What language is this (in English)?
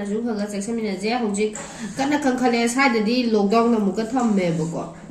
Manipuri